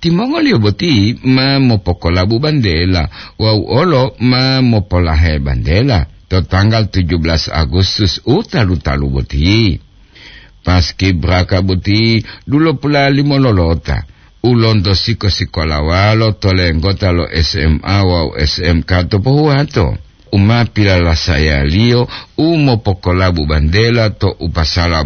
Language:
Gorontalo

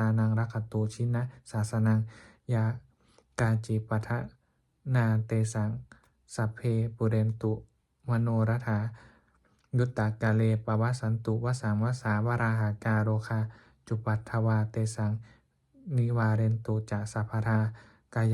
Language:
Pali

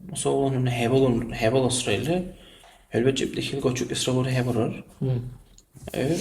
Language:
Dargwa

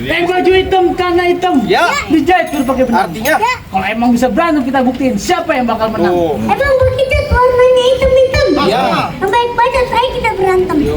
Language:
Betawi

